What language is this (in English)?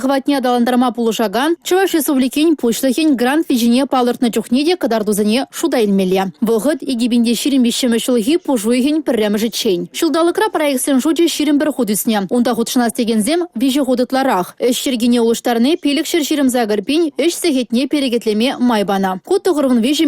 Chuvash